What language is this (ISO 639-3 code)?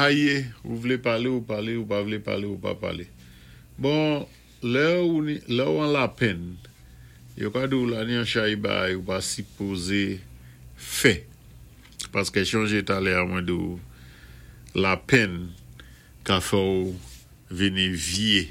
acf